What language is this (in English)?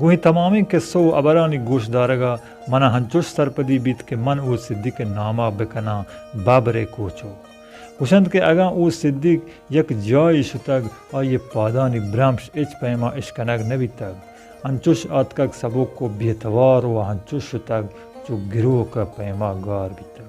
Baluchi